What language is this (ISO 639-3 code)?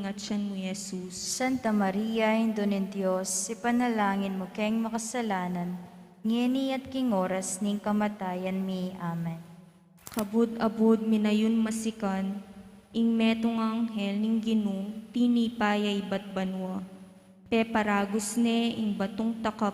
pam